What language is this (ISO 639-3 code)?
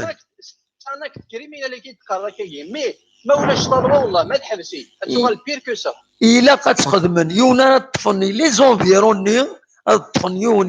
kab